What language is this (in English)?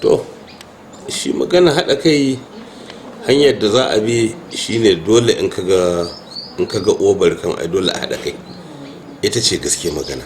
Hausa